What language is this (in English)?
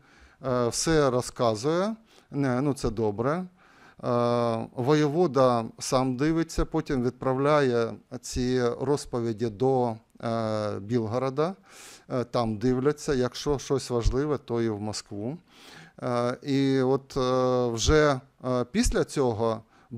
Ukrainian